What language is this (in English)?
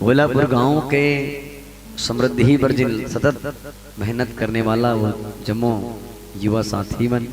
Chhattisgarhi